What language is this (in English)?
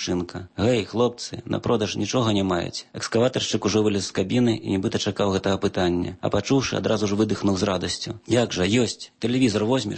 Belarusian